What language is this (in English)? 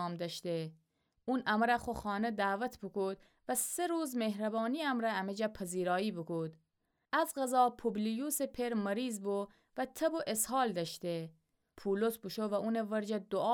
Gilaki